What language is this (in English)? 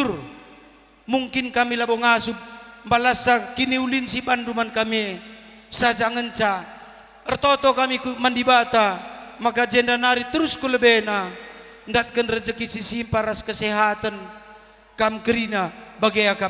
Batak Karo